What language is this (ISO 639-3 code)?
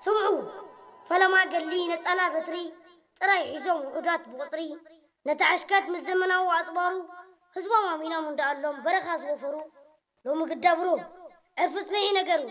tir